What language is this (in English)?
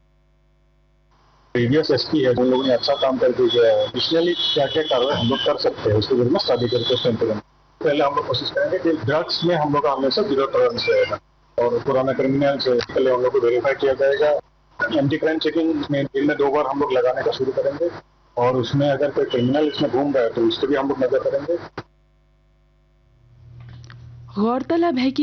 Hindi